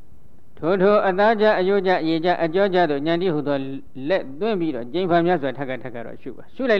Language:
Burmese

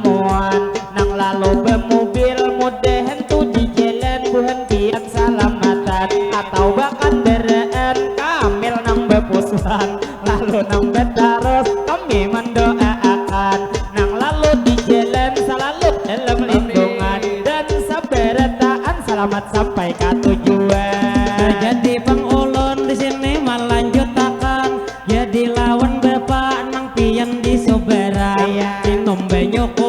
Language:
Banjar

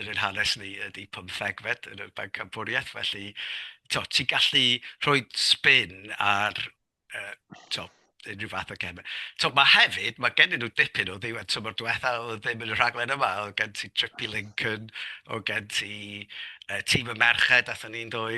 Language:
Welsh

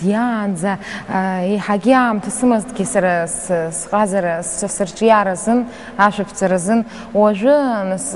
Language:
Abkhazian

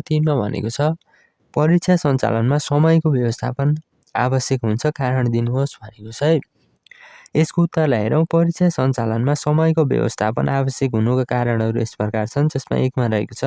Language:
Nepali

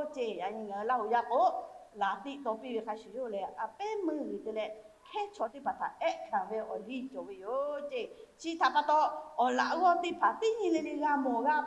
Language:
Lahu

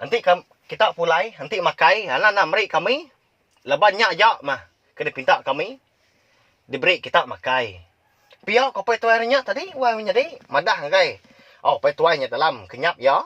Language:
Iban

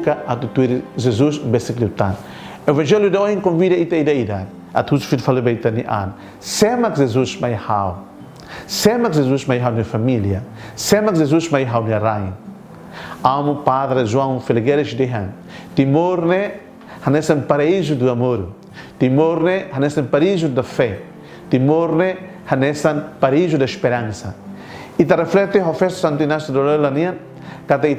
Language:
Tetum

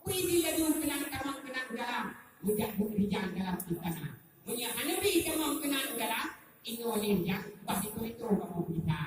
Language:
Achinese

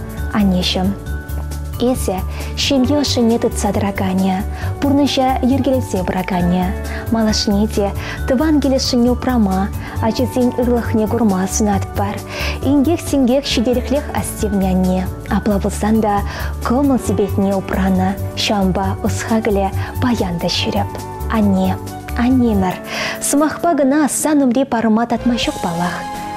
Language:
Chuvash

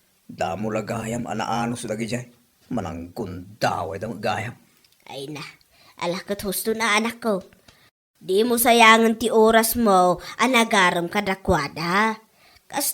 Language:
Iloko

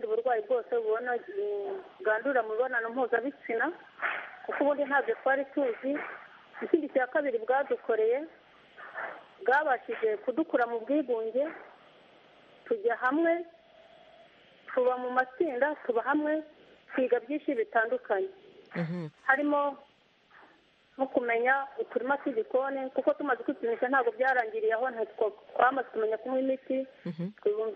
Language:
Kinyarwanda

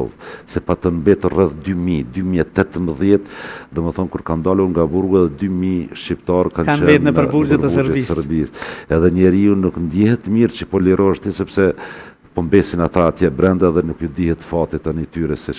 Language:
Albanian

